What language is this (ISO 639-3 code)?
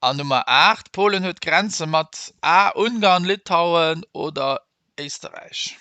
ltz